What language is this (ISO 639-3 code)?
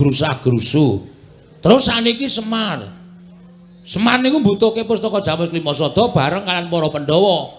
jav